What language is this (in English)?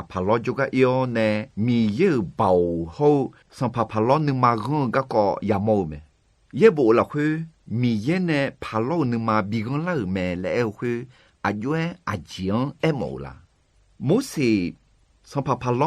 Akha